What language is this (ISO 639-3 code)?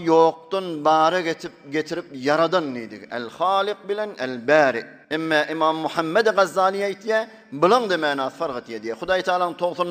tuk